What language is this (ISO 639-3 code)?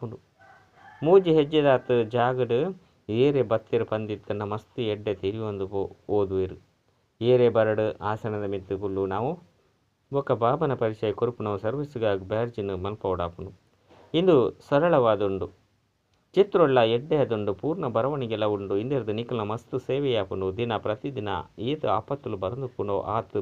tcy